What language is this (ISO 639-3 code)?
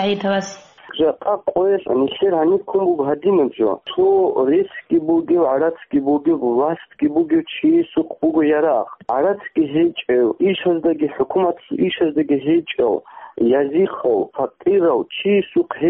ava